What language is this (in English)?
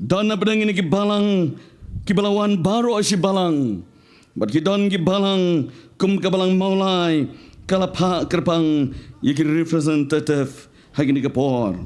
Khasi